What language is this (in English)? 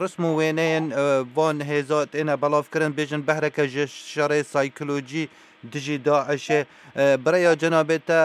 Kurdish